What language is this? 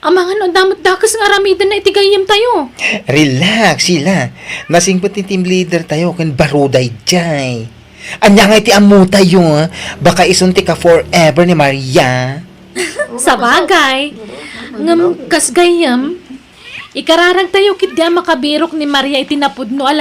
Iloko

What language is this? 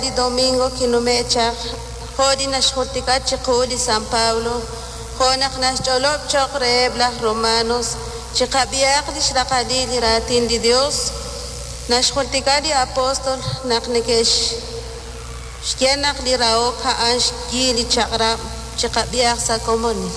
Kekchí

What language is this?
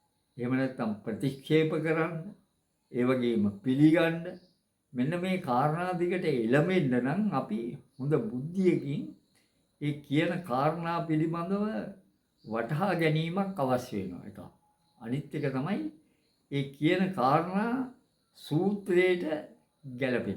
Sinhala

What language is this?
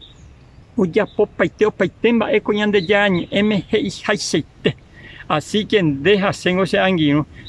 Guarani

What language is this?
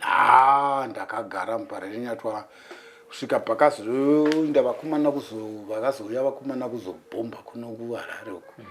Shona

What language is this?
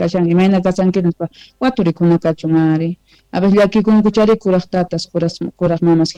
South Bolivian Quechua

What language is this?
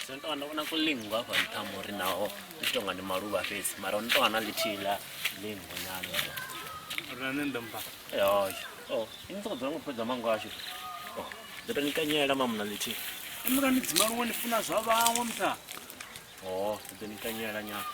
Venda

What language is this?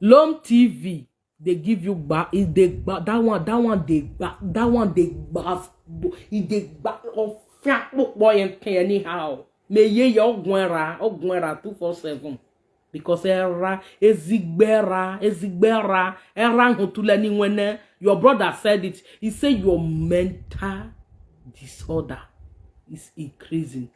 Nigerian Pidgin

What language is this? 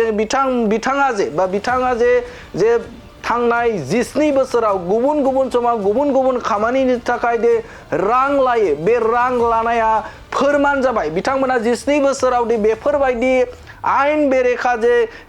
Bodo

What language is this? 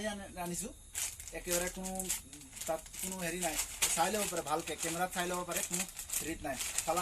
Assamese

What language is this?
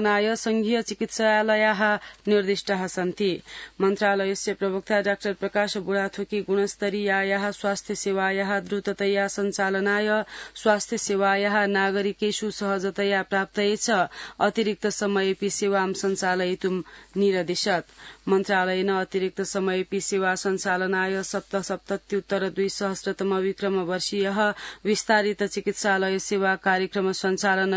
Sanskrit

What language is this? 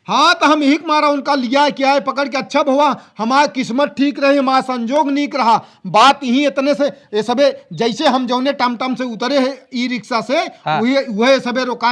Awadhi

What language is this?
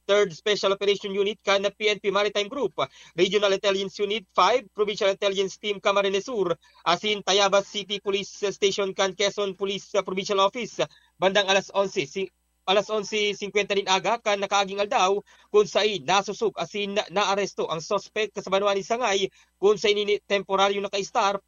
Bikol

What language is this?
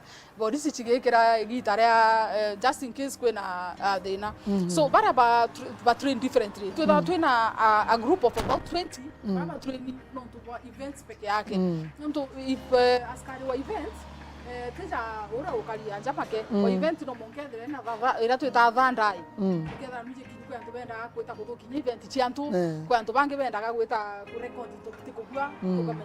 Meru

